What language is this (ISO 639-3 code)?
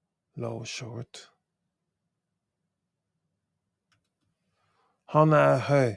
nor